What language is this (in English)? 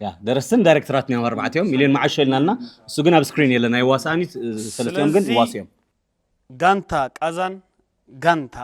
Tigrinya